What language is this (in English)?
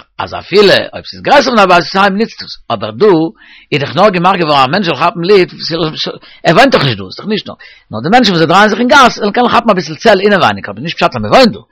Yiddish